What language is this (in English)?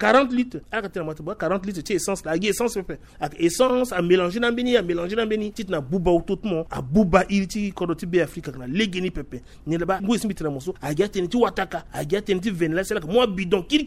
Sango